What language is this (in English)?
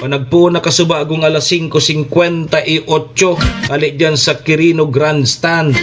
Bikol